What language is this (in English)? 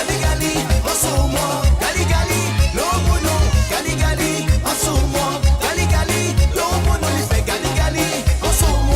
Morisyen